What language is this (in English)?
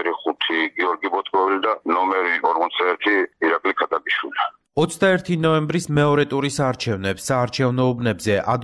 Georgian